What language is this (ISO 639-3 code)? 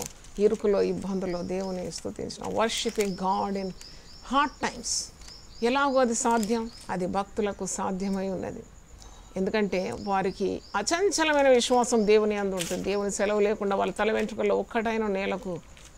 tel